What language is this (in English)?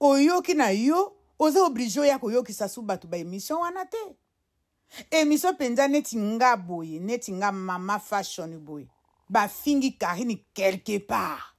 Lingala